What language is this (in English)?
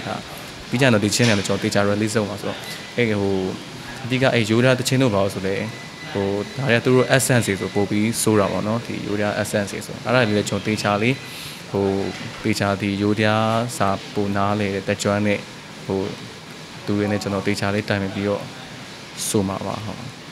Burmese